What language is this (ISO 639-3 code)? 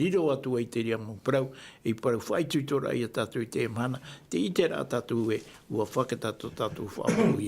tah